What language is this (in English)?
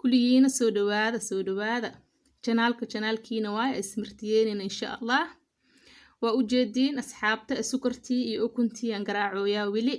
Somali